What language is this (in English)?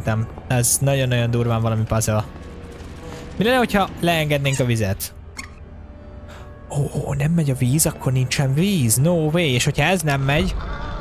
Hungarian